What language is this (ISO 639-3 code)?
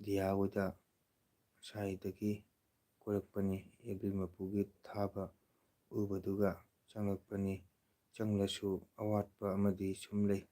mni